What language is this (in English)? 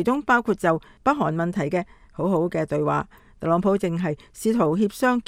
Cantonese